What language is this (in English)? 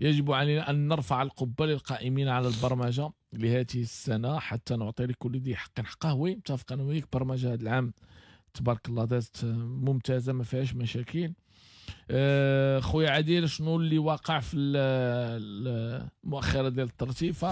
Moroccan Arabic